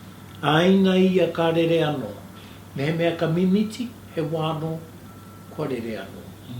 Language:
Māori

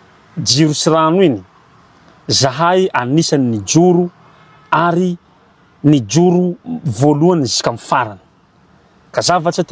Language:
Malagasy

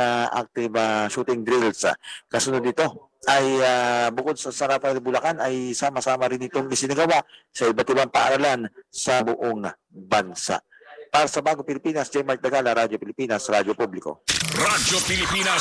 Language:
Filipino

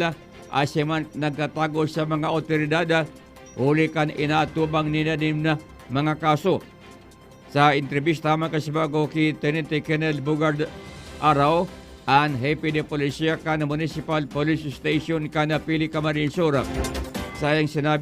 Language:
Bikol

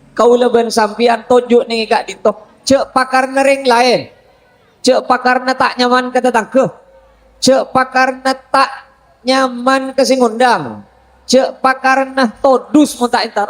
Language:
Madurese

